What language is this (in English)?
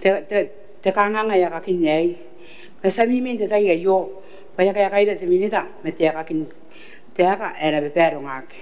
Gilbertese